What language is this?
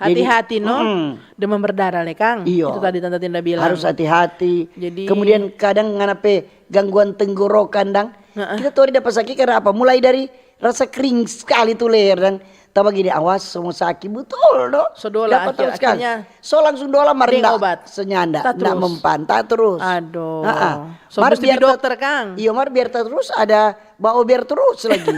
Manado Malay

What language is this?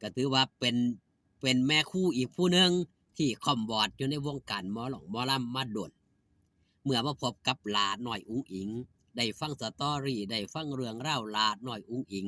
Northeastern Thai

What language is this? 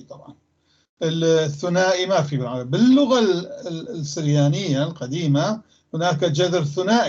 North Levantine Arabic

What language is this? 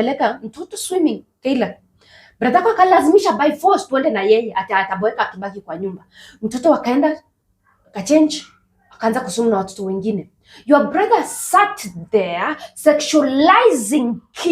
Swahili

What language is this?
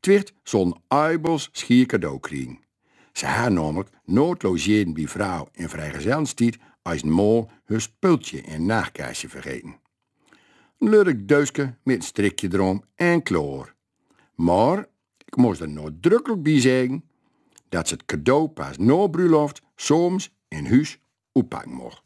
Gronings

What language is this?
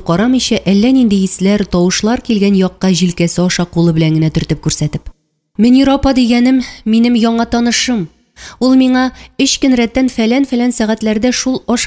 Tatar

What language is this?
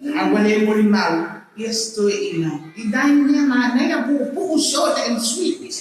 Samoan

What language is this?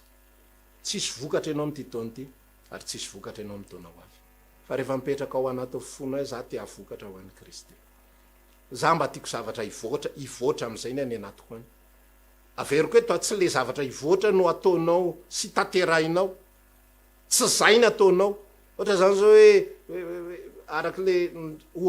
Malagasy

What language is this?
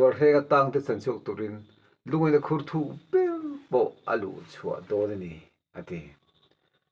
Mizo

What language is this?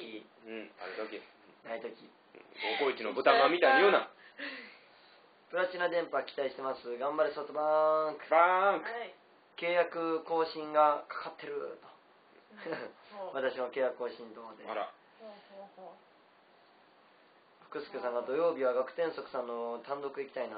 Japanese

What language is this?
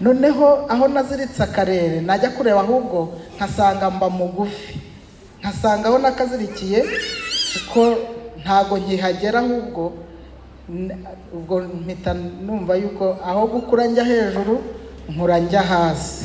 Kinyarwanda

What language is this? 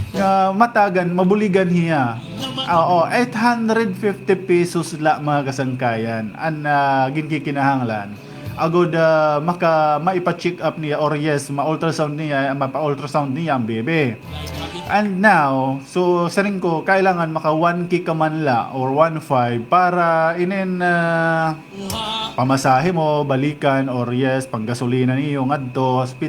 Waray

